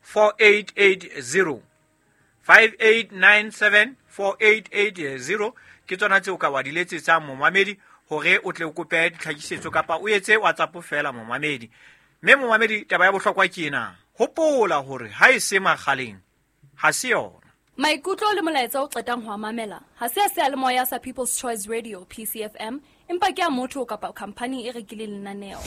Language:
Southern Sotho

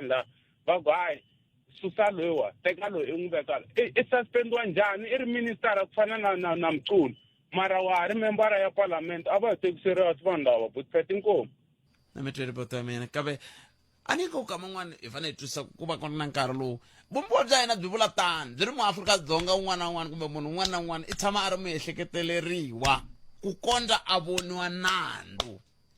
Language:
Tsonga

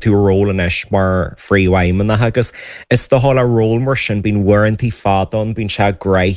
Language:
Irish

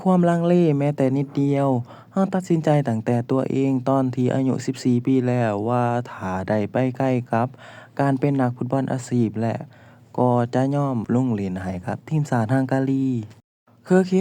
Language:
Lao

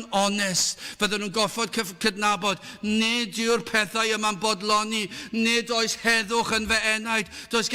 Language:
Welsh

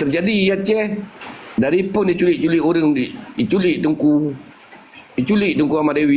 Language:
Achinese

